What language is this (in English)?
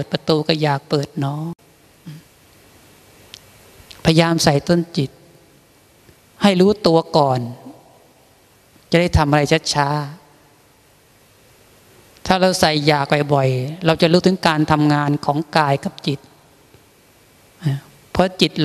Thai